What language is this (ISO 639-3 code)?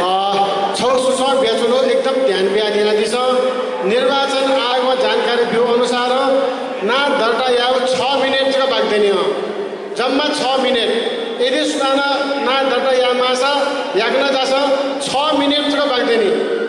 new